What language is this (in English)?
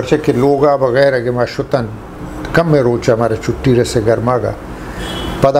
Eastern Balochi